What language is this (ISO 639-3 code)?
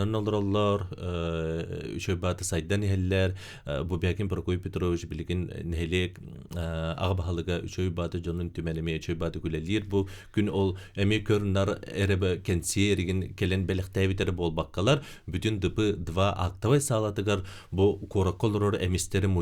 sah